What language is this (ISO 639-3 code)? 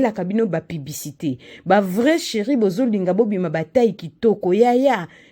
lin